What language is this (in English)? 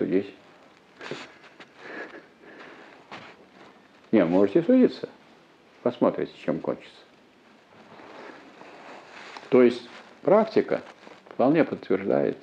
Russian